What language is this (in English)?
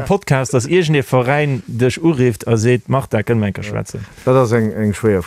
Luxembourgish